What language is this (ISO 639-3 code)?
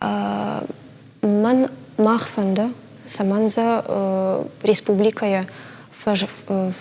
oss